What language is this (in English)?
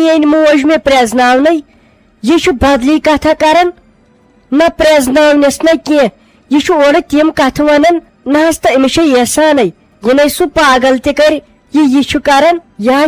Kashmiri